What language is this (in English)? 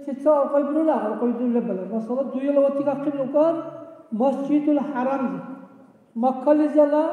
Dargwa